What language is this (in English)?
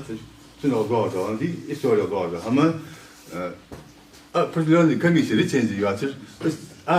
Ingush